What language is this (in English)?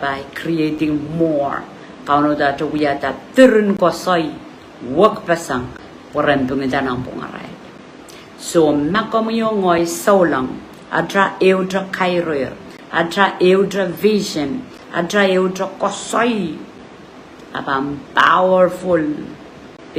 Pohnpeian